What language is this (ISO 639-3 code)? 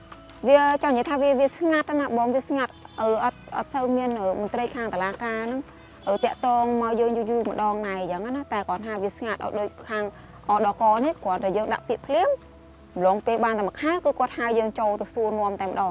khm